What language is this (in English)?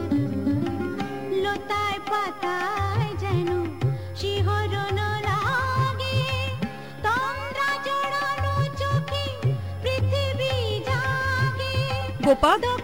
Bangla